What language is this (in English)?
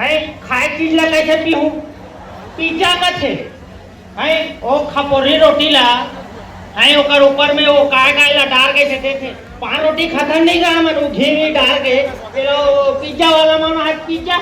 Chhattisgarhi